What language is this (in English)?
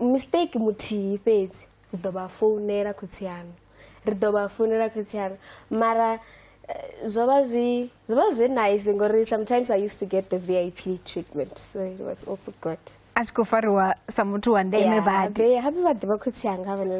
Venda